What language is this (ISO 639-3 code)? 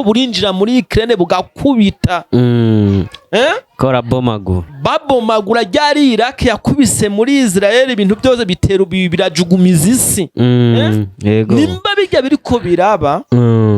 run